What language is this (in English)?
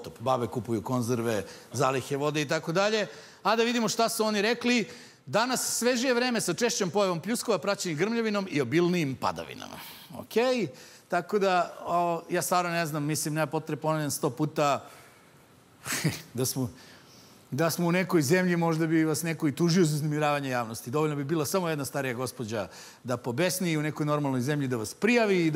Serbian